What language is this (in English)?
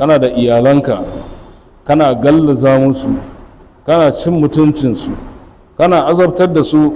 Hausa